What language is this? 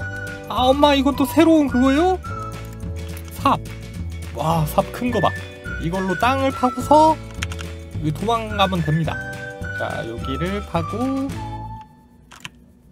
Korean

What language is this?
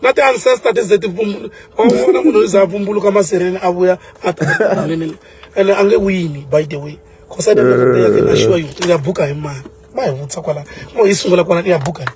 Tsonga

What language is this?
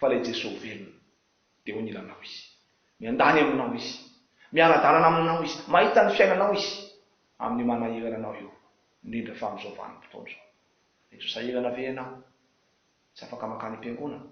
Malagasy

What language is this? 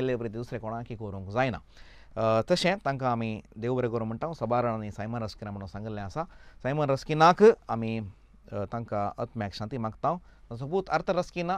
Konkani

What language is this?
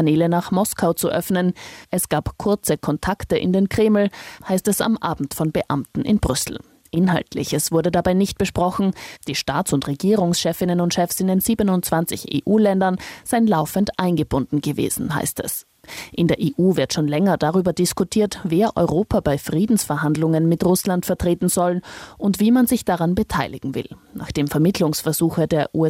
German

